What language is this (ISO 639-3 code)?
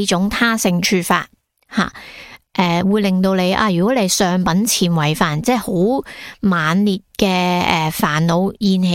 yue